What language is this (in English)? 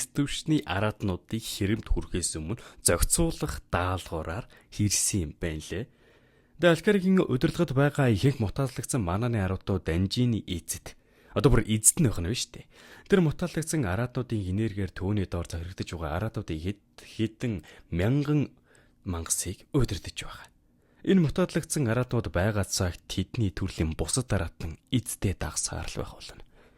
Mongolian